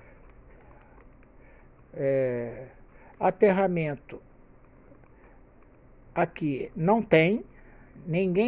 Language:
Portuguese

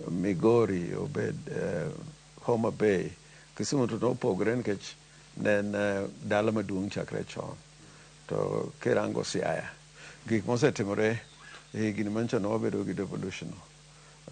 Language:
Luo (Kenya and Tanzania)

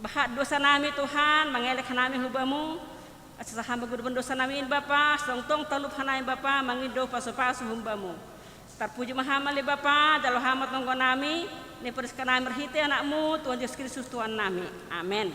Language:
Batak Simalungun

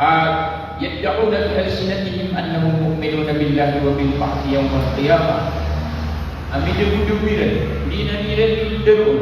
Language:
Maranao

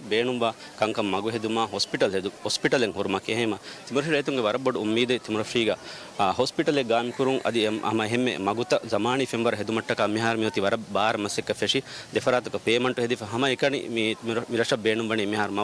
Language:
Divehi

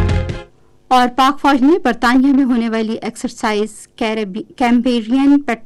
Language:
Urdu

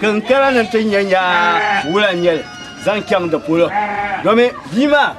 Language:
Dagbani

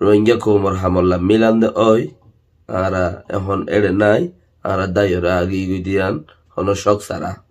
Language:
Rohingya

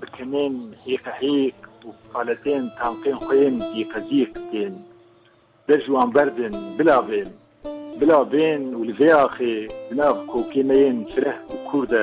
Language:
Kurdish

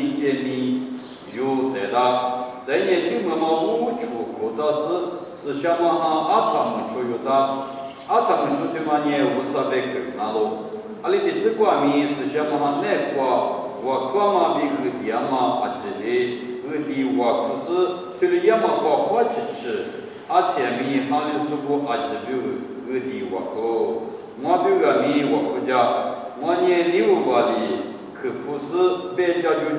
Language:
Lisu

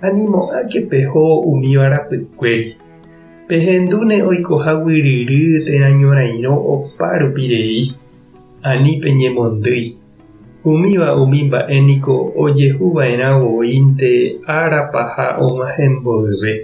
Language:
Guarani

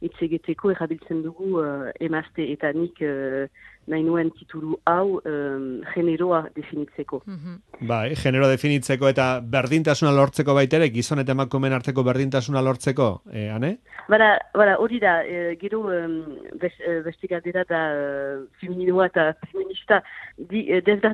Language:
Basque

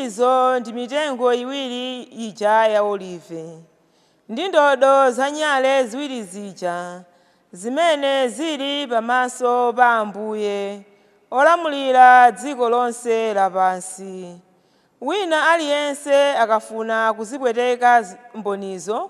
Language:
Nyanja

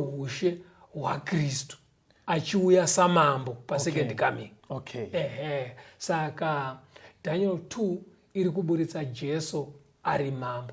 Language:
Shona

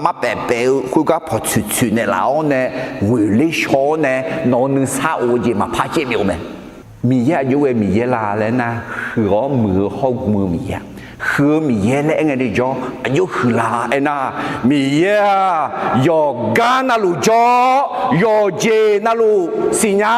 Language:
Akha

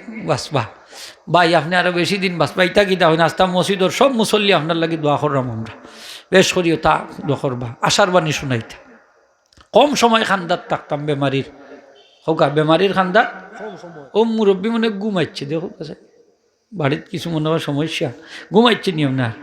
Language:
Sylheti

